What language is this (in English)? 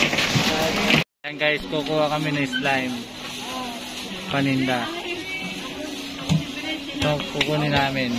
Filipino